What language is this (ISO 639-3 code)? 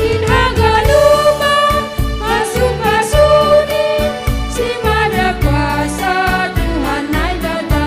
bts